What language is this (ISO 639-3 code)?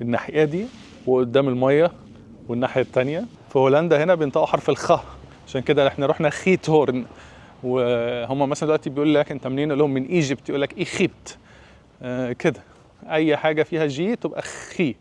arz